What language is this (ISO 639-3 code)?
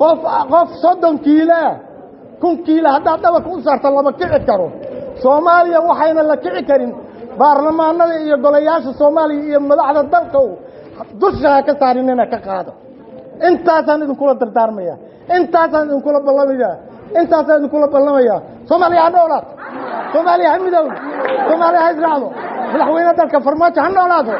som